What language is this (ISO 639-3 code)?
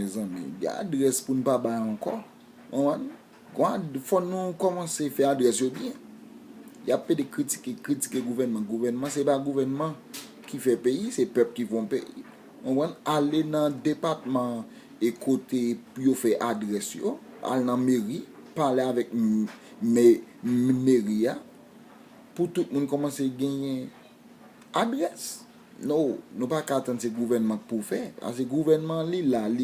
hat